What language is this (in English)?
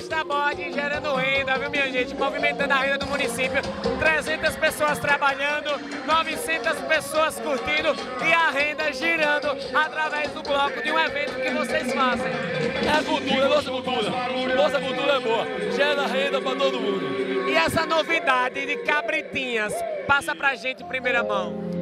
Portuguese